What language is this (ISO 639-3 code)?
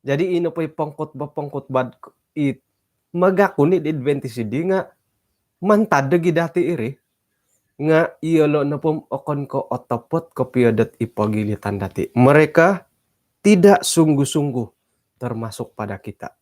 dtp